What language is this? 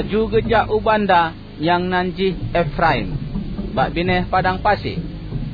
Achinese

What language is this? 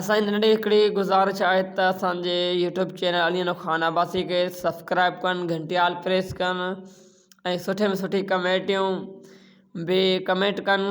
Sindhi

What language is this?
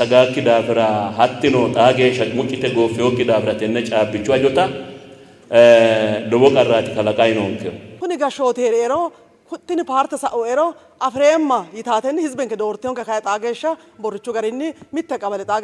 Sidamo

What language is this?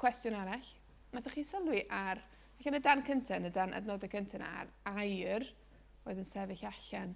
Welsh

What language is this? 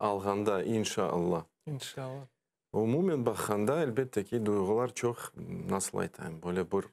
Crimean Tatar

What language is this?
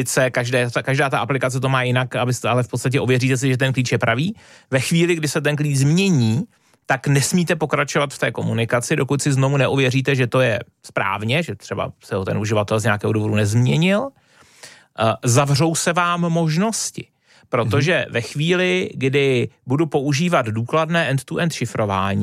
Czech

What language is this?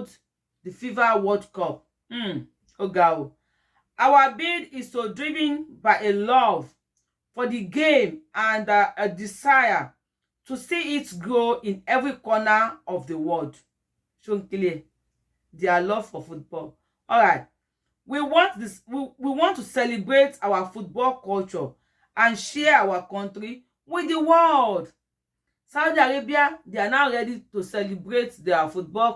Yoruba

